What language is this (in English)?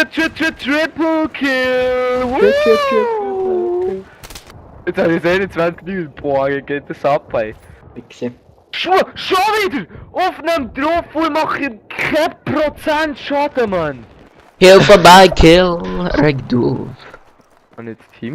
Swiss German